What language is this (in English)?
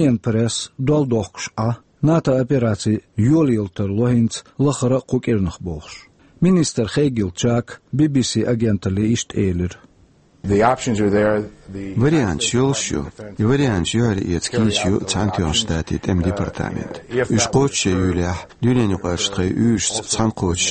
Chechen